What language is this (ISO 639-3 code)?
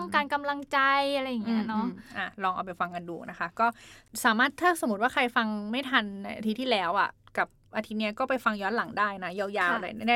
tha